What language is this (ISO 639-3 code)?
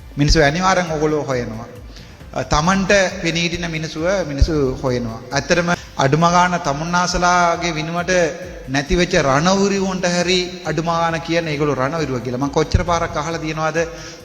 sin